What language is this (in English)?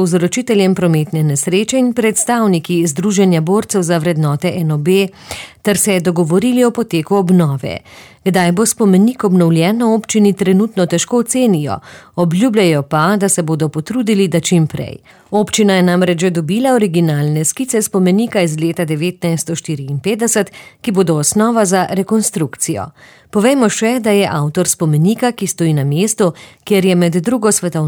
Slovenian